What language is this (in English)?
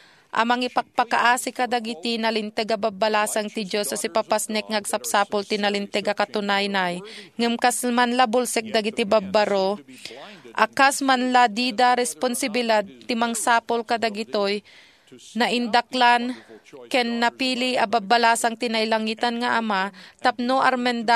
Iloko